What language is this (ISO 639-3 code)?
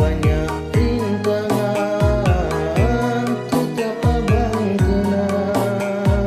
ace